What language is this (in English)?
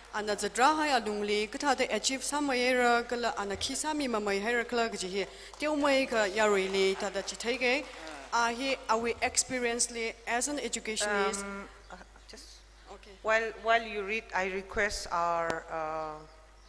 Tangkhul Naga (India)